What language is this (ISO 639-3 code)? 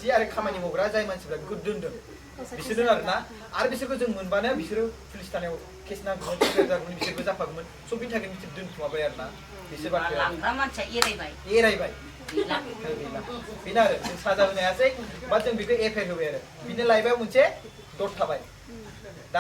brx